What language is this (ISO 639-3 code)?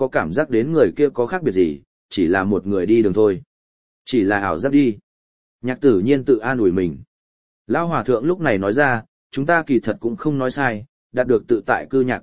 vie